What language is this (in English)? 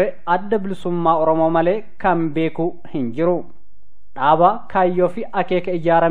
Oromo